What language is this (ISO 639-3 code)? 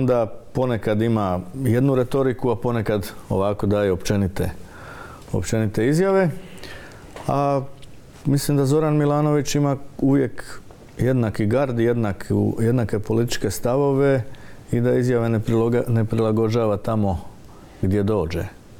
hrv